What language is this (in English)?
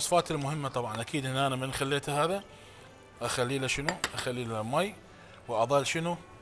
Mesopotamian Arabic